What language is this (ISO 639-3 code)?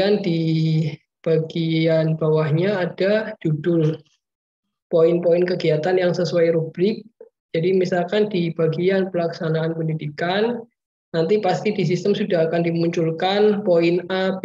ind